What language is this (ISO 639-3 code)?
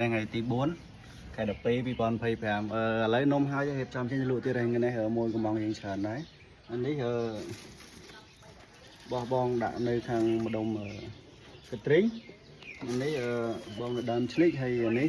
khm